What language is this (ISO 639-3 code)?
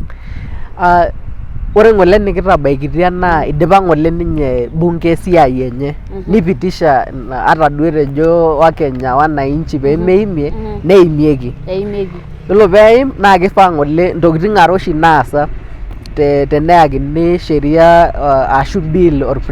mas